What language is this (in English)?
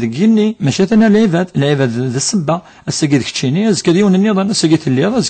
Kabyle